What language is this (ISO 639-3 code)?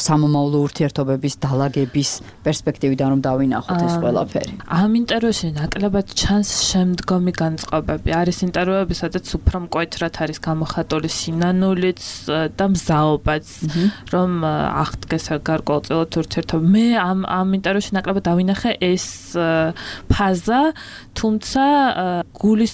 kat